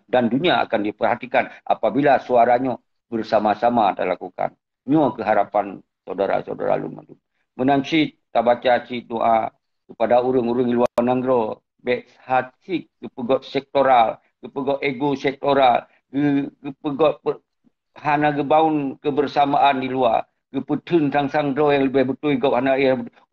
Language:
Achinese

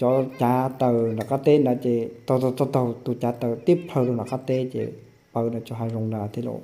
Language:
Hmong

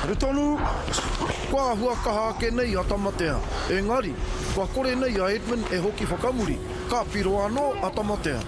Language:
Māori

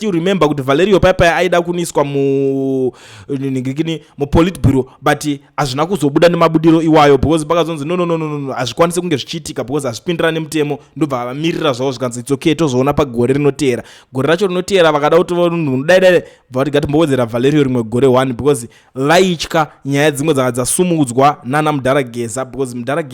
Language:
Shona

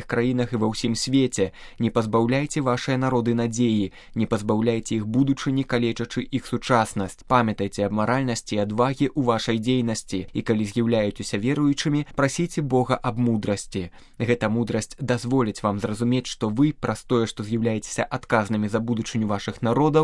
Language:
Belarusian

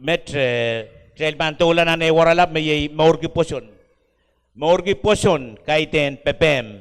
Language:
Pohnpeian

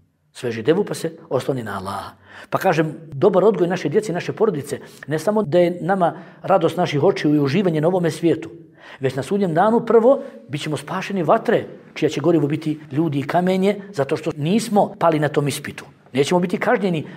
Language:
Bosnian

